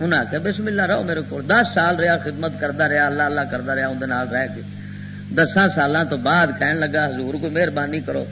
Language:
Western Panjabi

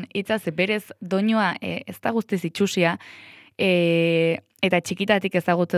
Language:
Basque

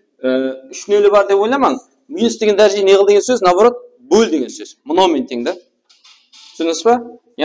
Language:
Kara-Kalpak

